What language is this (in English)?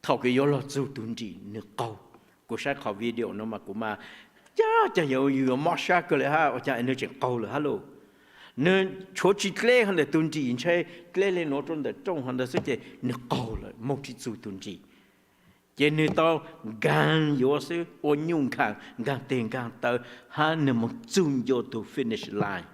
Hmong